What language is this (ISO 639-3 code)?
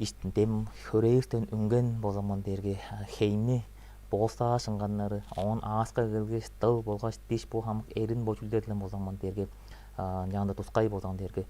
tyv